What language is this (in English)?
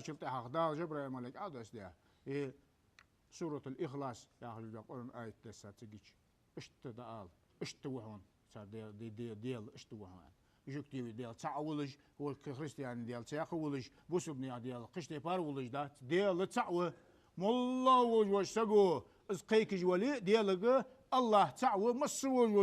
Ingush